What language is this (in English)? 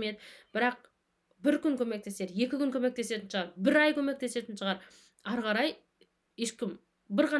Kazakh